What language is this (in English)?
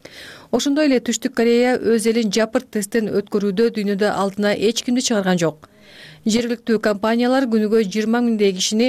Kyrgyz